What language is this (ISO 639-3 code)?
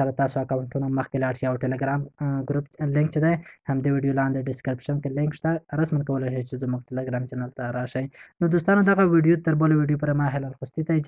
pus